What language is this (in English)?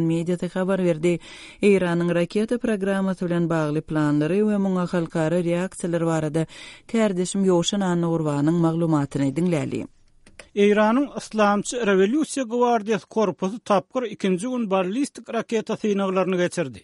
Turkmen